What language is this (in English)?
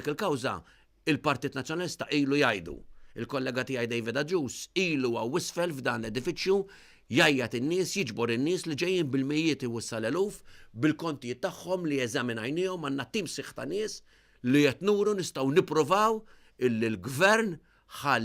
Maltese